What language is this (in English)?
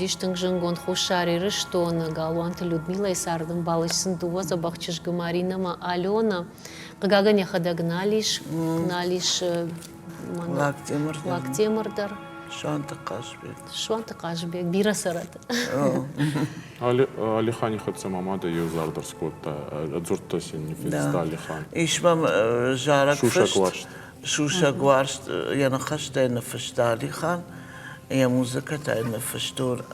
Ossetic